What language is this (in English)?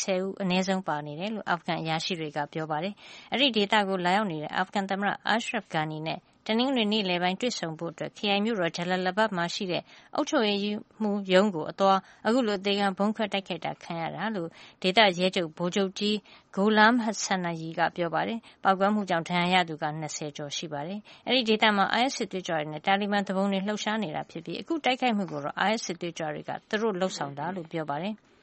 Burmese